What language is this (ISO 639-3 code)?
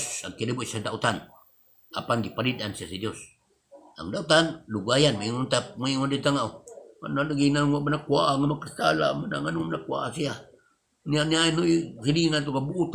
ceb